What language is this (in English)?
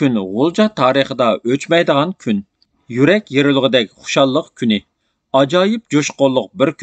Uyghur